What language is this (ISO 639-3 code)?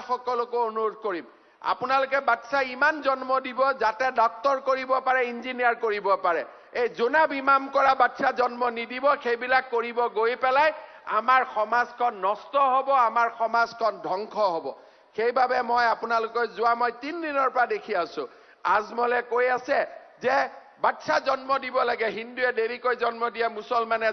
asm